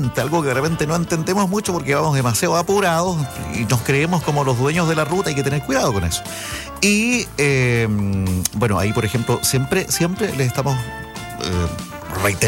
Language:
Spanish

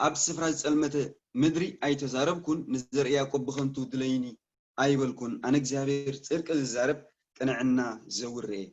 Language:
Tigrinya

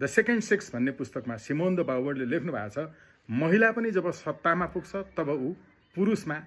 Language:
Nepali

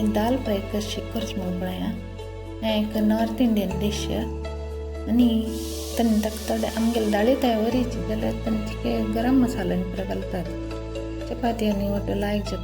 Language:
Konkani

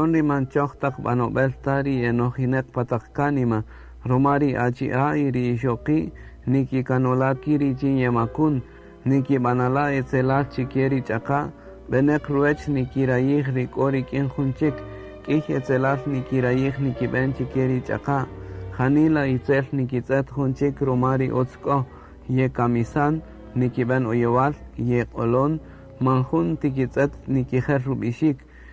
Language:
Kaqchikel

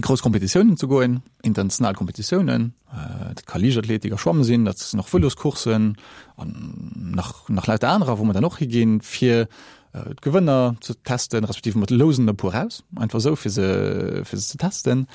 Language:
Luxembourgish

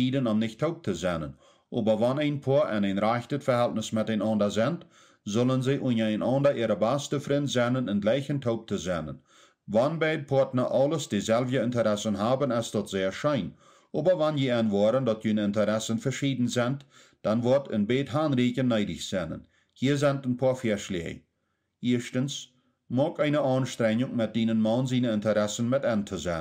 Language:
Plautdietsch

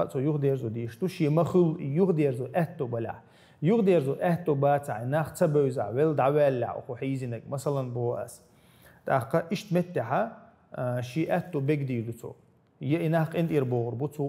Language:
Chechen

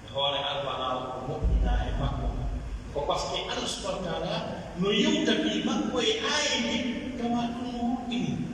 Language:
Pular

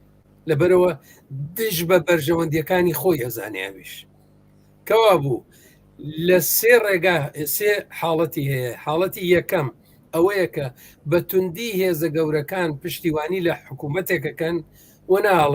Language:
Central Kurdish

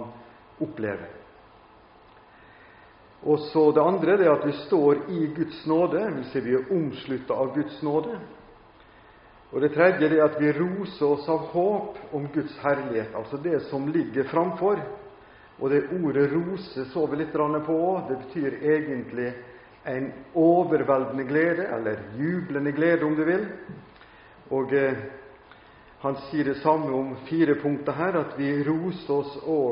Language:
Norwegian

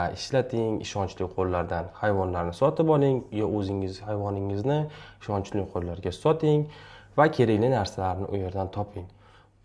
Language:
Uzbek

